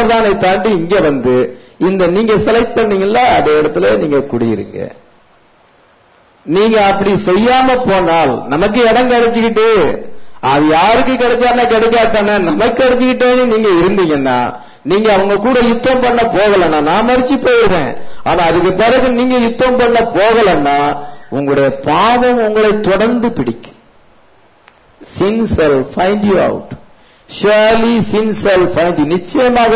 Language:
Tamil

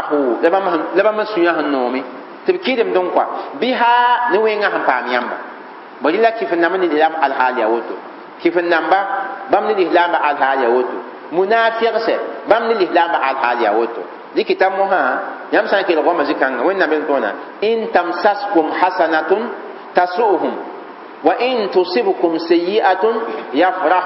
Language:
Mossi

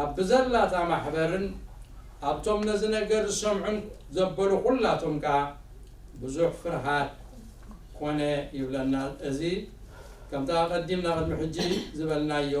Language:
Tigrinya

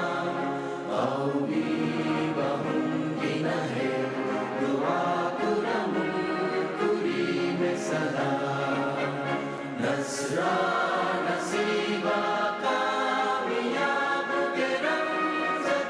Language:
Divehi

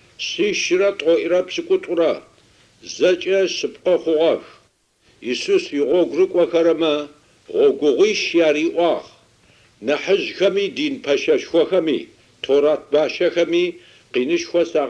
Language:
Adyghe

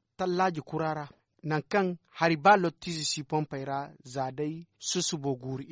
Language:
Zarma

